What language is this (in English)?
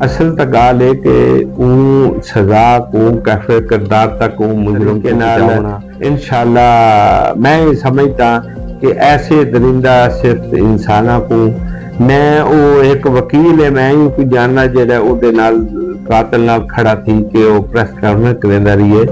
Saraiki